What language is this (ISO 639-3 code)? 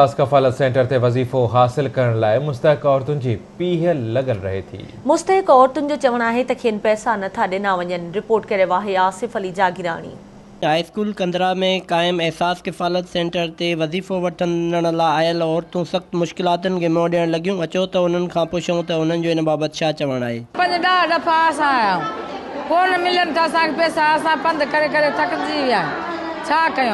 snd